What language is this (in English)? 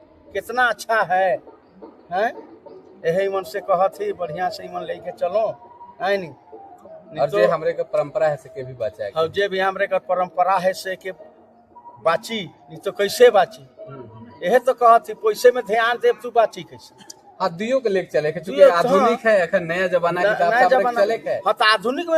Sadri